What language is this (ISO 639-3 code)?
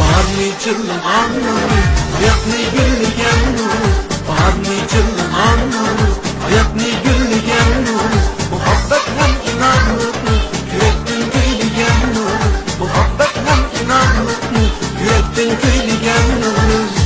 uig